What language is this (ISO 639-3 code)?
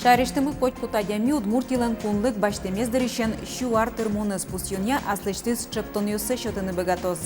udm